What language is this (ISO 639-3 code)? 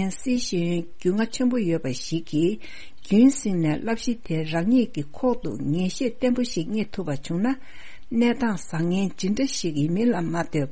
bod